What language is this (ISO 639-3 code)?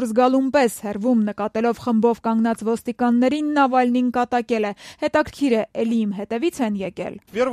hye